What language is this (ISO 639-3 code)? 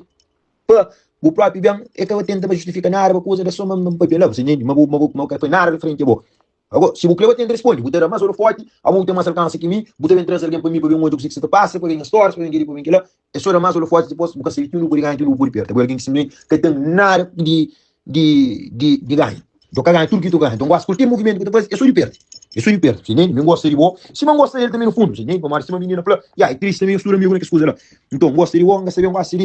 kea